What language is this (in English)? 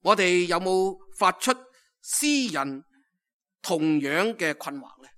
Cantonese